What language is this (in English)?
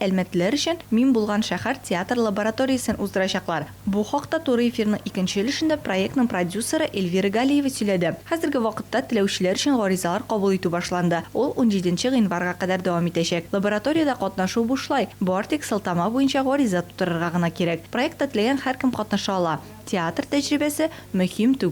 Tatar